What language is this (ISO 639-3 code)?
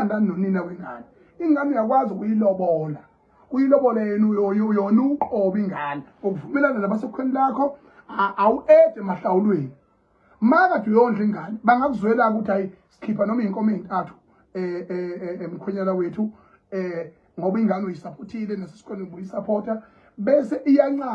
zul